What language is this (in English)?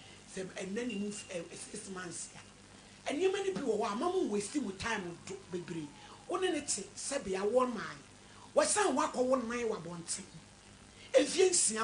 Akan